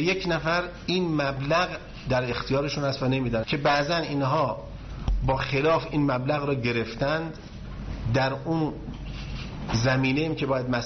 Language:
Persian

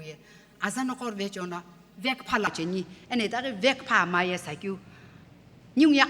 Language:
Sumi Naga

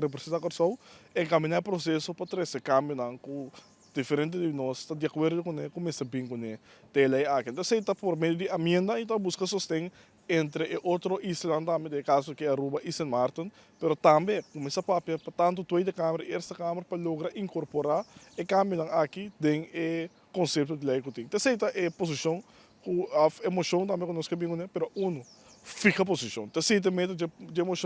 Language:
Papiamento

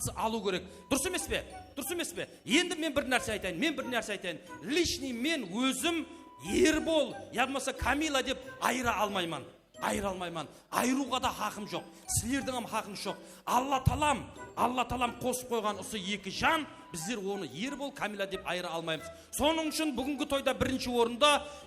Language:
Kara-Kalpak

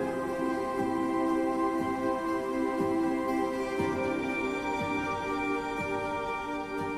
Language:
Italian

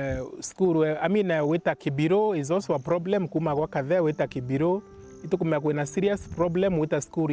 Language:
Meru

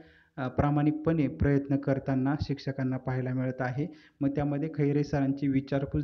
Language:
Marathi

